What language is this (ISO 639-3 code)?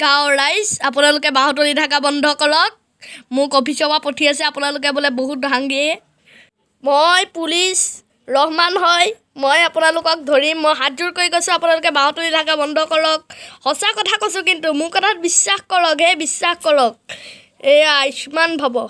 asm